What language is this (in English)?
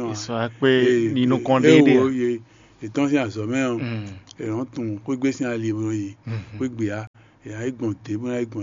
Fon